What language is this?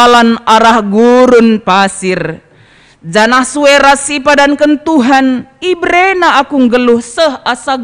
Batak Karo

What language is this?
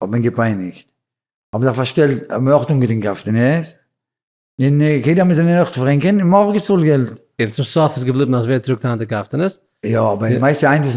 Yiddish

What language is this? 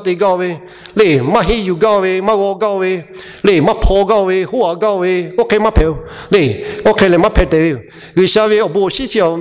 Lahu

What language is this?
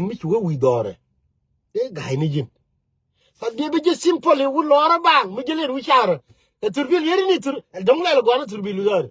Nuer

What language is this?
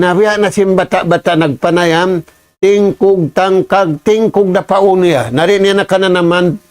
Tausug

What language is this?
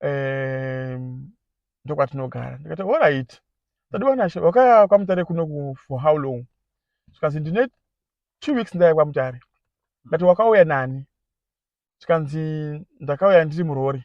Shona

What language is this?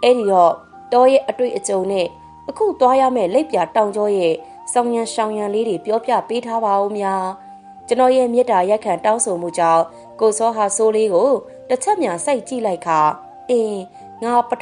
Burmese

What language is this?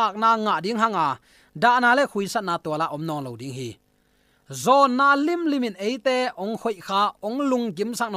Tedim Chin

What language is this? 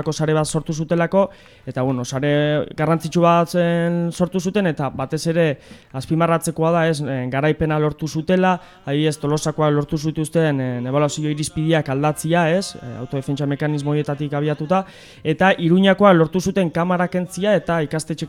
Basque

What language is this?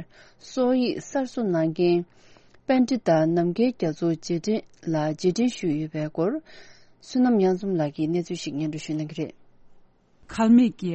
Tibetan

